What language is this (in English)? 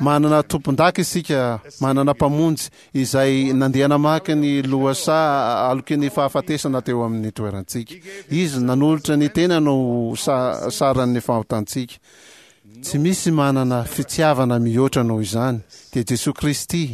Malagasy